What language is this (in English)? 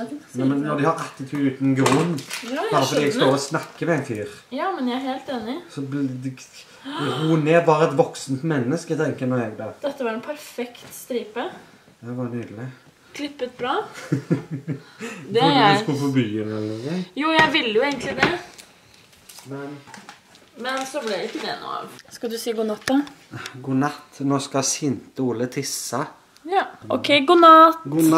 Norwegian